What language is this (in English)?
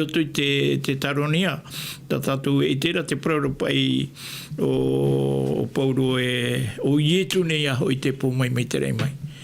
Tahitian